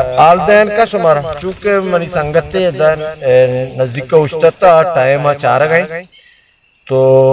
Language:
Baluchi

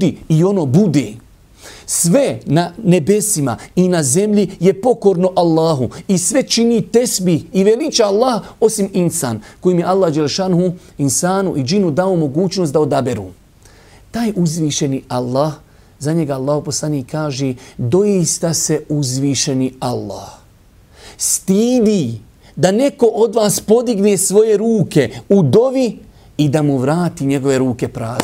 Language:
Bosnian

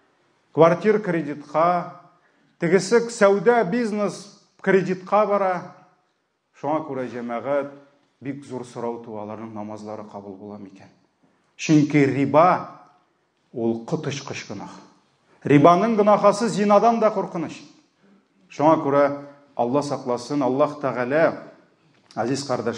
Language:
Tatar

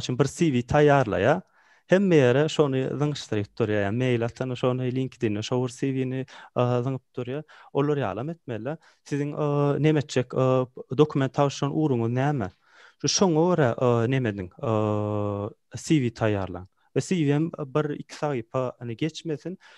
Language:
Turkmen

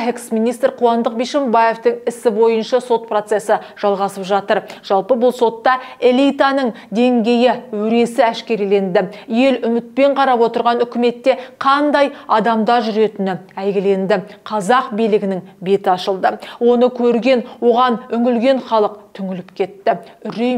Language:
Kazakh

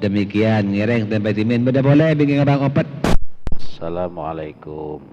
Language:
Madurese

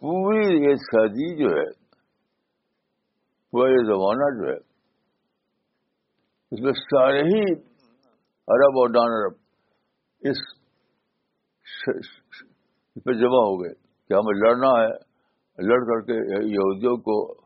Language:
Urdu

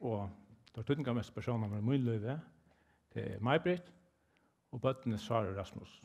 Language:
Faroese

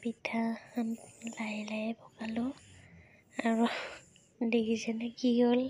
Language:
Assamese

